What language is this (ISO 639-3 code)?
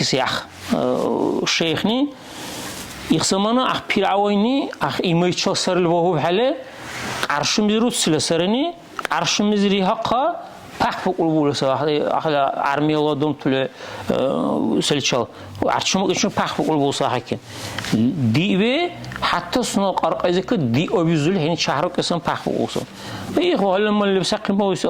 dar